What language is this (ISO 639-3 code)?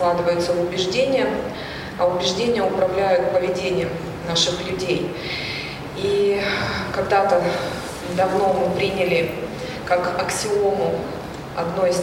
rus